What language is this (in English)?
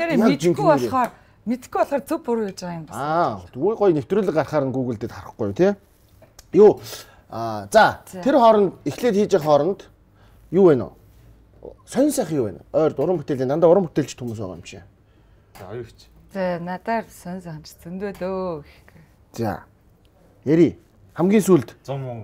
Mongolian